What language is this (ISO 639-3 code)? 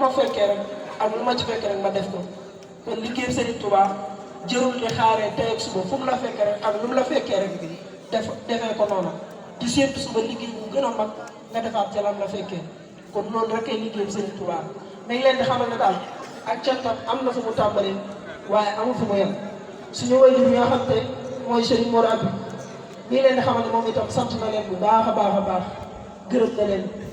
wol